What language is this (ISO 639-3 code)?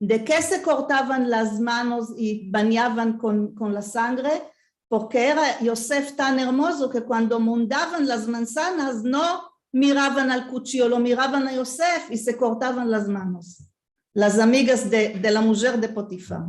lad